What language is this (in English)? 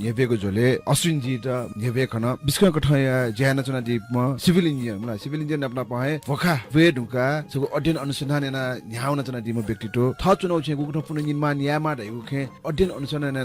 Newari